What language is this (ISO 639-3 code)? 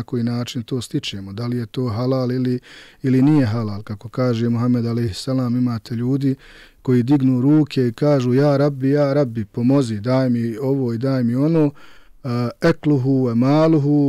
bos